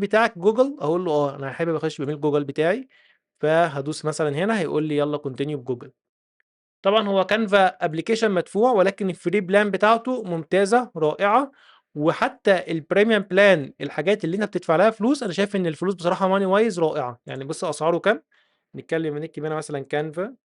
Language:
Egyptian Arabic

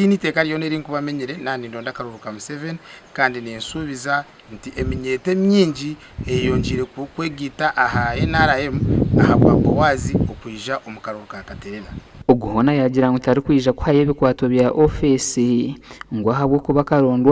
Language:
Nyankole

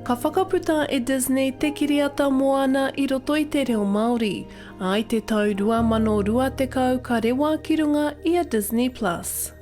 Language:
Māori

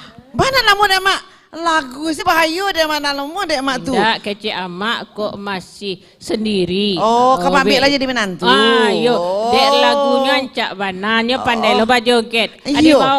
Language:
Minangkabau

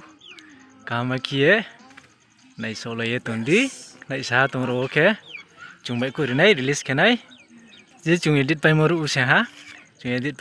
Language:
Riang (India)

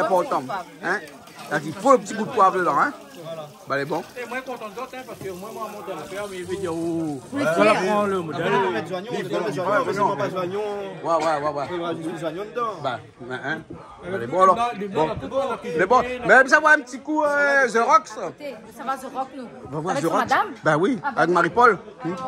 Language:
Réunion Creole French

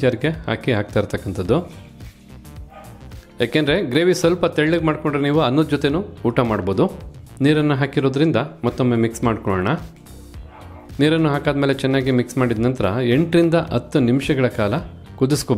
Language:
Kannada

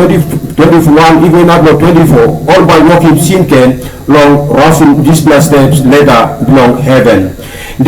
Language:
Tok Pisin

